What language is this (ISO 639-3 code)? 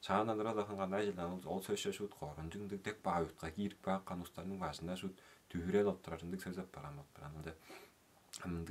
tyv